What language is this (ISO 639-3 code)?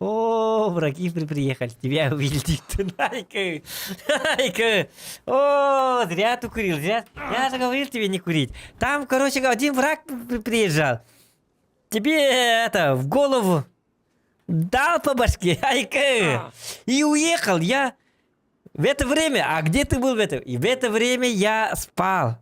sah